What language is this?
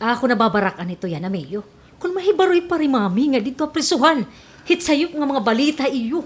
Waray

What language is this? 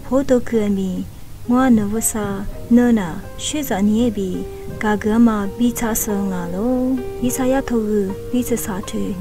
Lisu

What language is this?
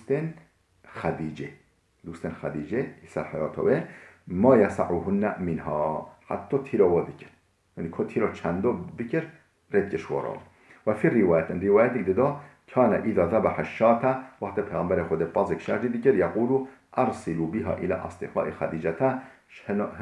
Kurdish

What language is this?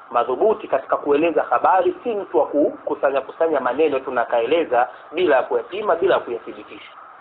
Swahili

